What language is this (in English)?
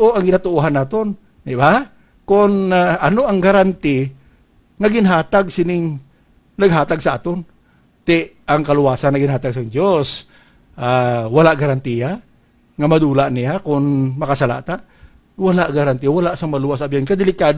Hiligaynon